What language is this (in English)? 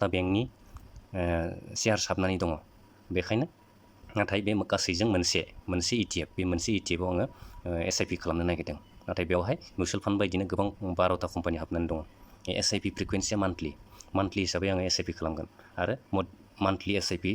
Bodo